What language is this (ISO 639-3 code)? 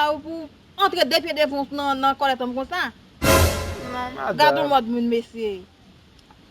hat